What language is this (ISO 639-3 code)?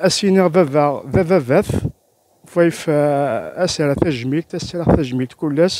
kab